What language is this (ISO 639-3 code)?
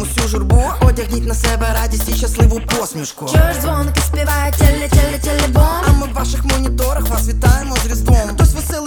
ukr